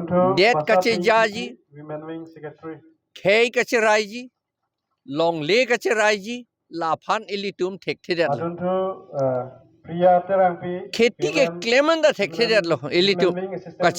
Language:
Karbi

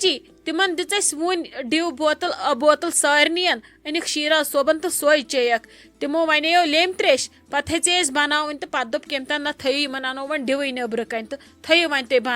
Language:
Kashmiri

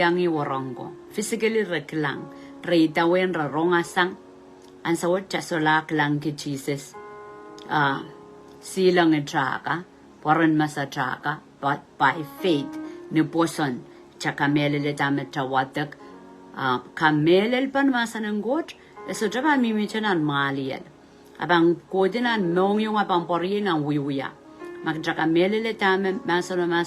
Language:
Pohnpeian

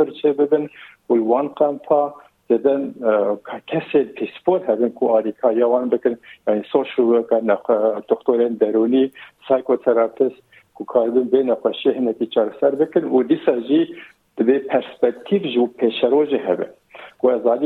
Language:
Kurdish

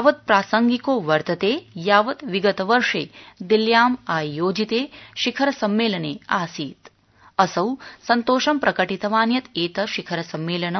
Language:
Sanskrit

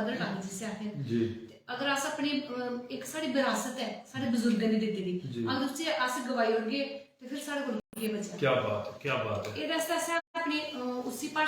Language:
Dogri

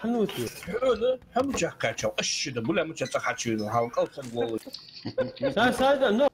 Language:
Ingush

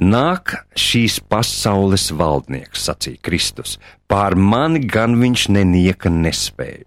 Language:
Latvian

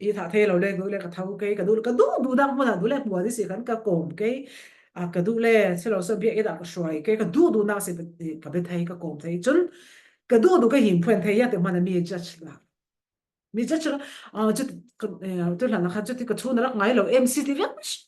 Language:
Falam Chin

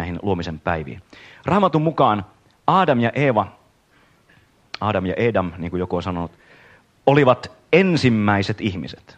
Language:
Finnish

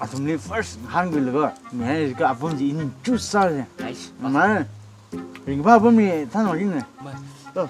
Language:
Tangkhul Naga (India)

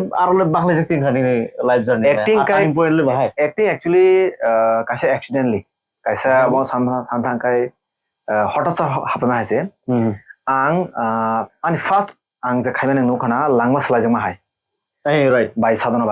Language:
Kok Borok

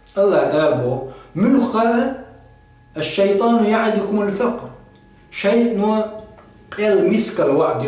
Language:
Chechen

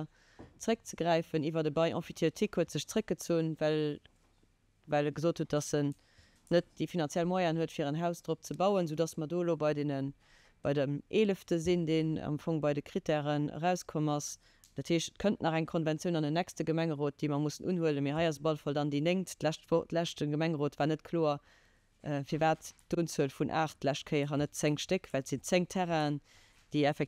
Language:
Luxembourgish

